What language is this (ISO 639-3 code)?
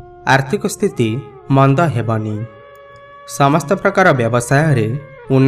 ori